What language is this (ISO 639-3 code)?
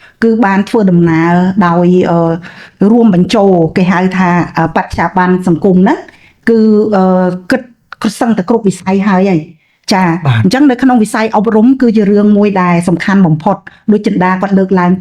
khm